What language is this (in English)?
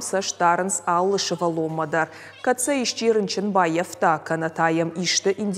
Ossetic